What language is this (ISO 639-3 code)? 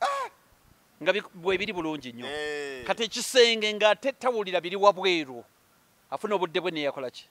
lug